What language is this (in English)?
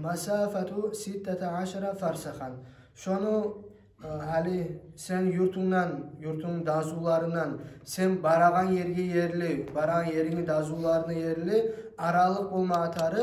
Kumyk